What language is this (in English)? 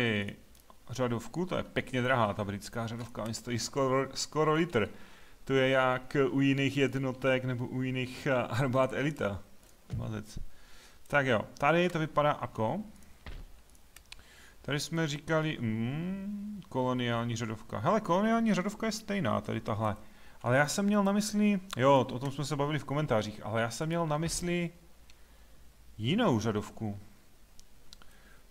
Czech